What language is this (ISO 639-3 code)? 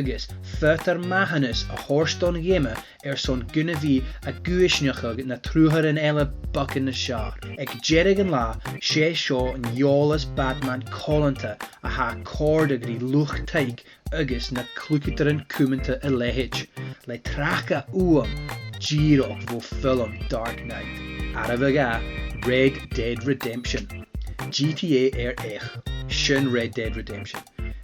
gla